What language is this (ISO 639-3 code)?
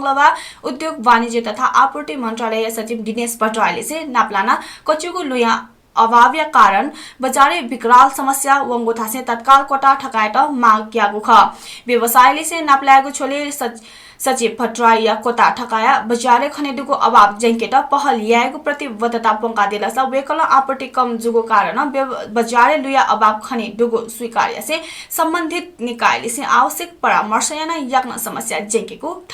new